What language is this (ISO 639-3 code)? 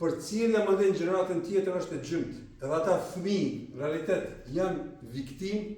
sqi